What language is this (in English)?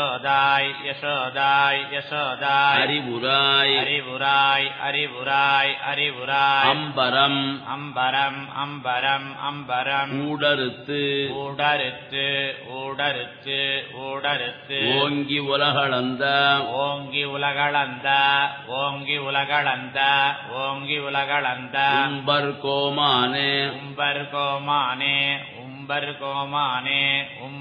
Tamil